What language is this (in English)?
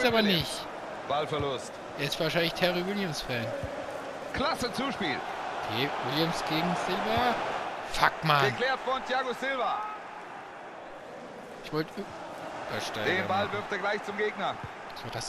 German